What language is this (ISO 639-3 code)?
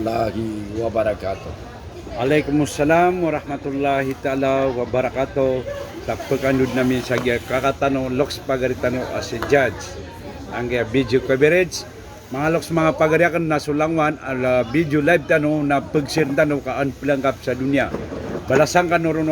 mrw